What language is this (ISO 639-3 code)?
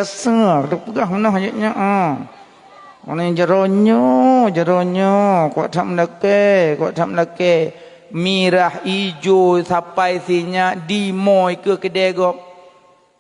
ace